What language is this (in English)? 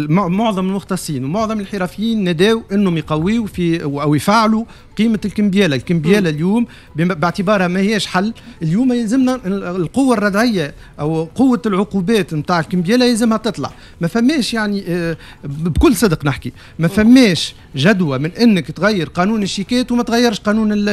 Tunisian Arabic